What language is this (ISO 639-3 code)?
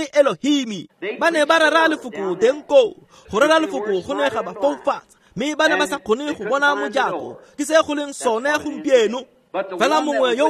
tsn